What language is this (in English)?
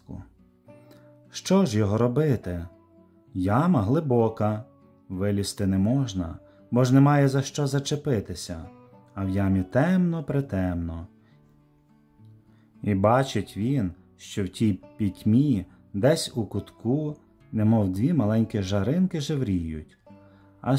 Ukrainian